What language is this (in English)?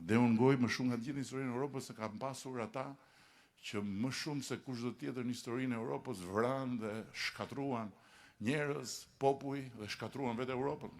Albanian